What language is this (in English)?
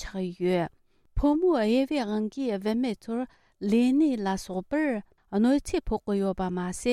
Tibetan